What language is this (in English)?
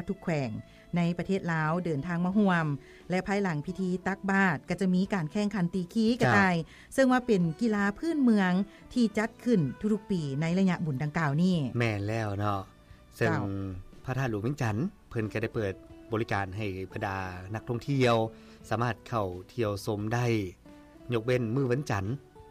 Lao